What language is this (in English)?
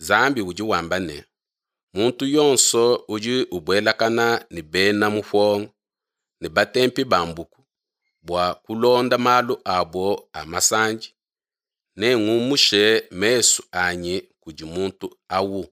Luba-Lulua